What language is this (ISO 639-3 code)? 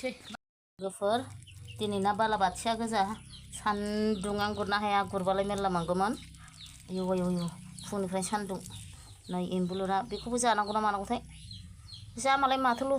brx